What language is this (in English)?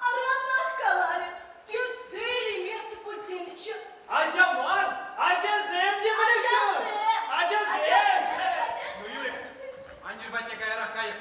Chuvash